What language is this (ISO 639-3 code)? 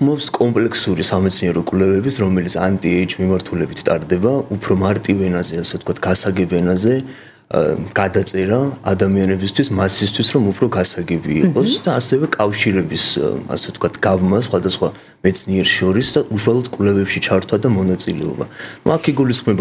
kat